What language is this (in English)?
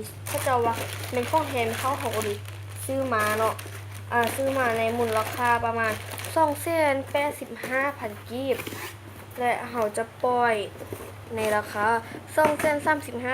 Lao